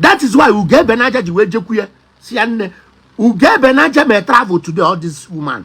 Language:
Igbo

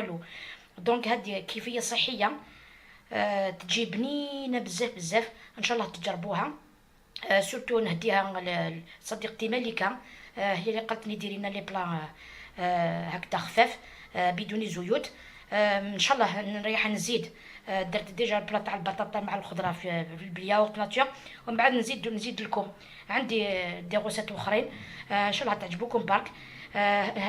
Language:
Algerian Arabic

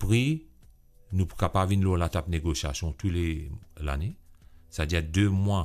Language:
Morisyen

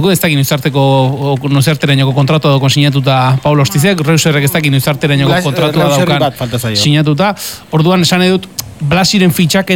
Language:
Basque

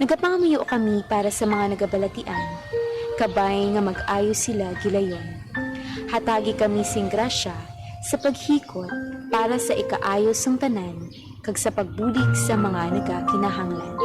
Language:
Hiligaynon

